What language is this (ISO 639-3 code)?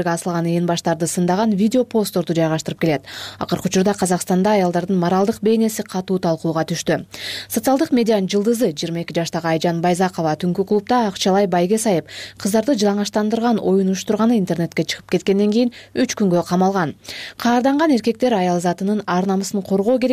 kir